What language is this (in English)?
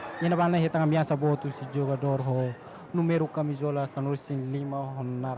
Tetum